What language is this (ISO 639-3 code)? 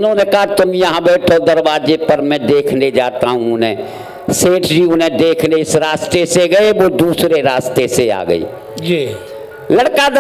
hin